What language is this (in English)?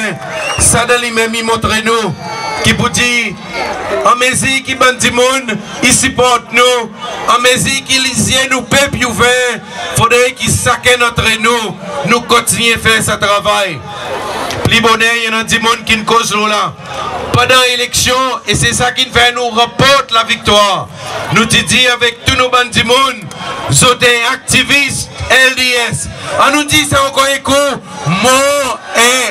Seselwa Creole French